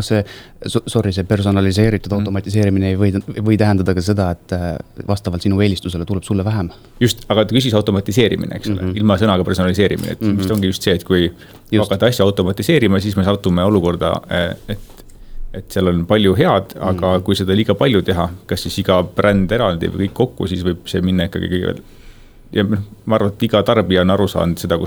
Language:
Estonian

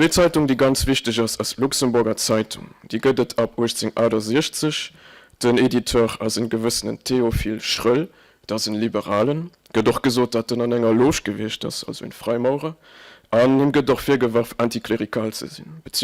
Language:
Luxembourgish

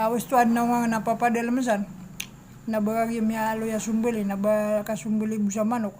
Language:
Maranao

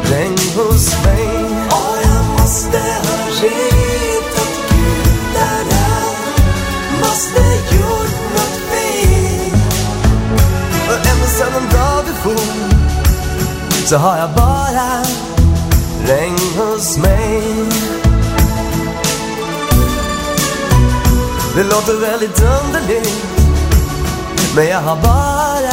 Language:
Swedish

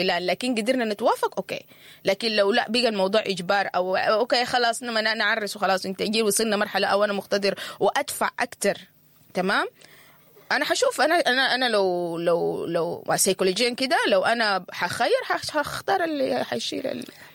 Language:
Sudanese Arabic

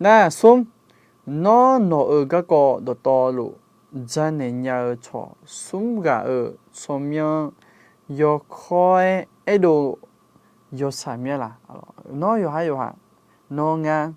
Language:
Akha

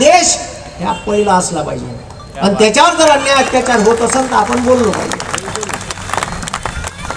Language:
Marathi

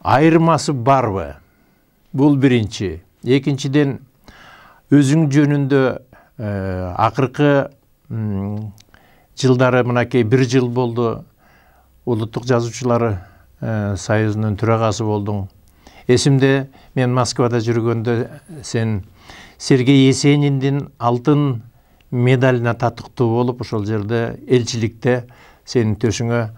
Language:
Kyrgyz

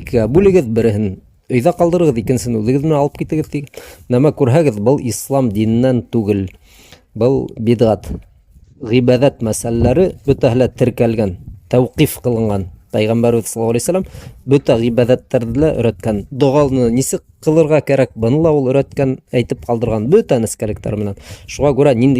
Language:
Bashkir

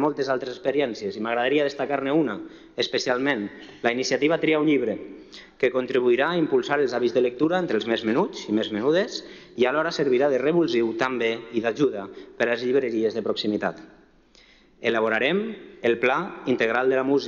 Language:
Catalan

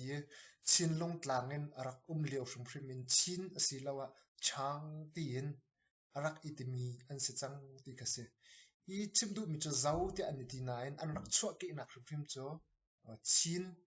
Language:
Hakha Chin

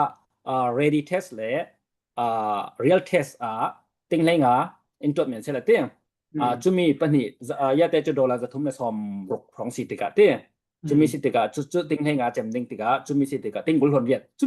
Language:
Falam Chin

